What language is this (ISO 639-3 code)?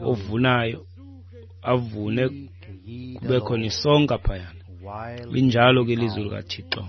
xho